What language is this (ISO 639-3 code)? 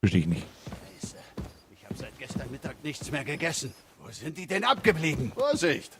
bar